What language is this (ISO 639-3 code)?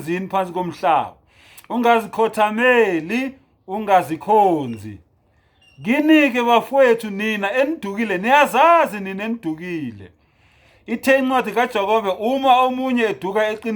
zul